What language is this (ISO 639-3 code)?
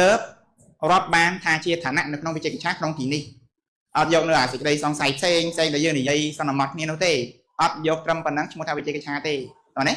khm